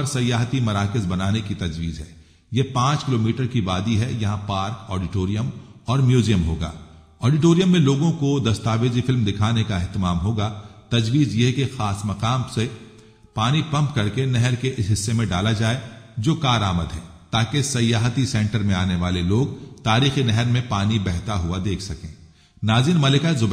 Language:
Urdu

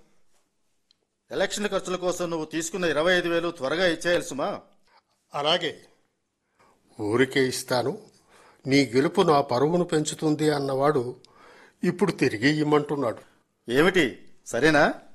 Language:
Telugu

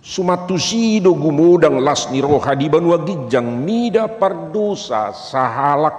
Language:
Batak Toba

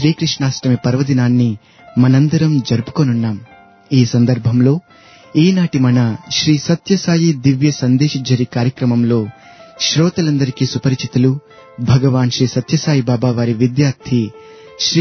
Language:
Telugu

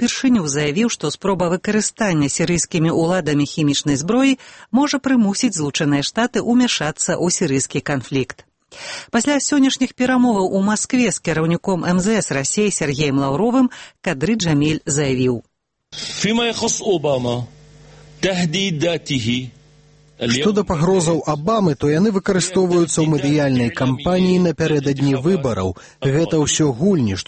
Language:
Belarusian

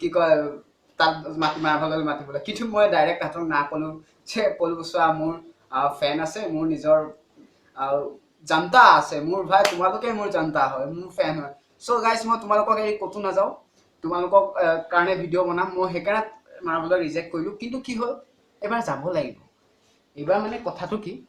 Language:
Assamese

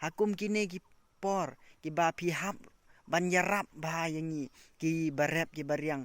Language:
Khasi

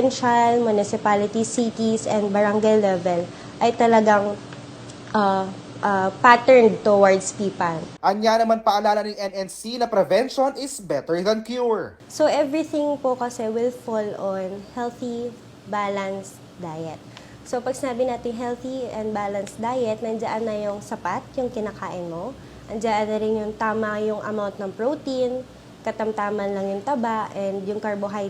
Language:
Pampanga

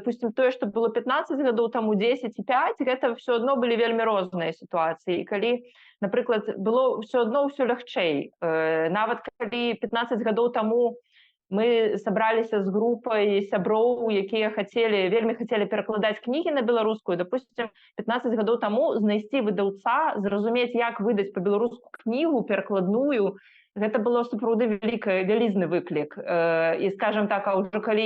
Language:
Belarusian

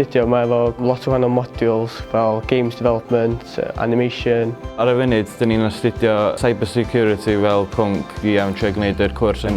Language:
Welsh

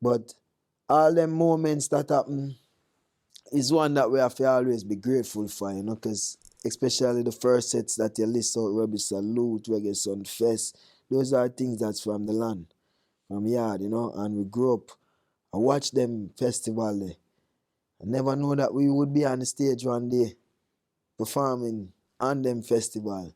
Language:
Jamaican Creole English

